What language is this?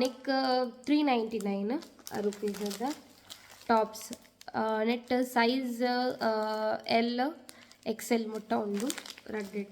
Tulu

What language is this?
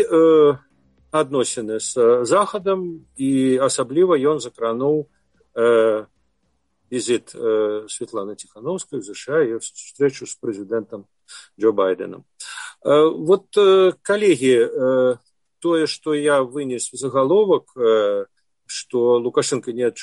Belarusian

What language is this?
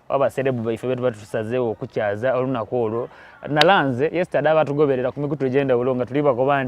Soga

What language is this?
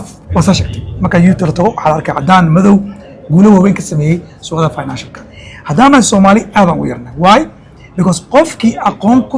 Somali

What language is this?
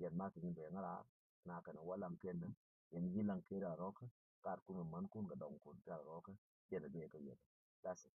Nuer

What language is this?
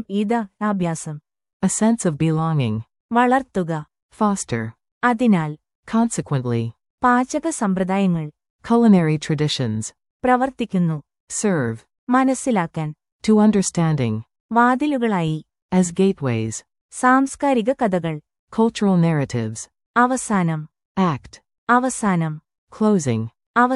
Malayalam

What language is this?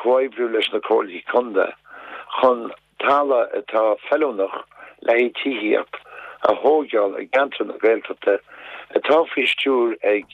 Irish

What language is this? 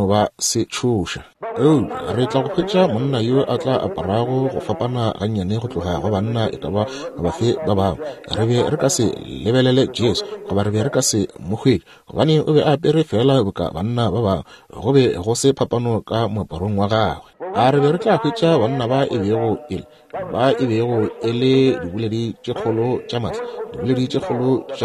Northern Sotho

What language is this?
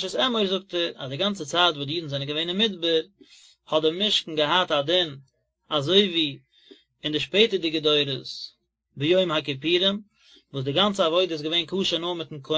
Yiddish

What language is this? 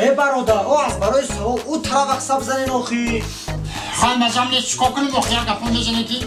Tajik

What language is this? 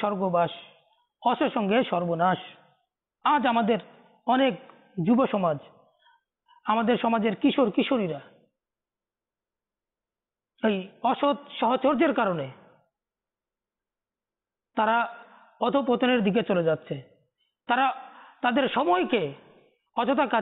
Bangla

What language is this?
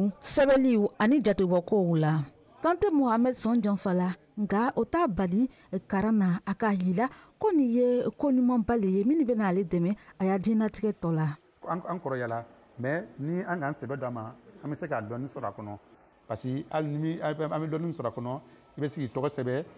Bambara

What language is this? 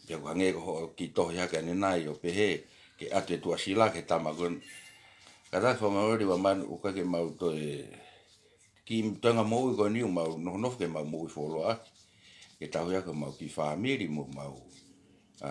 Tongan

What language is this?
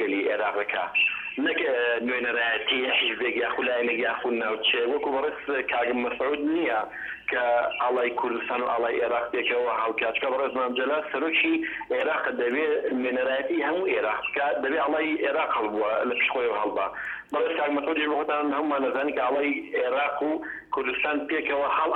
Central Kurdish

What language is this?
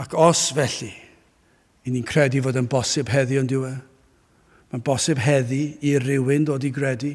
Welsh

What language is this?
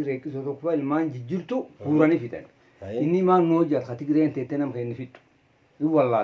Oromo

